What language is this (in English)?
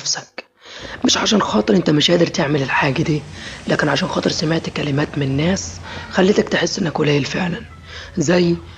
Egyptian Arabic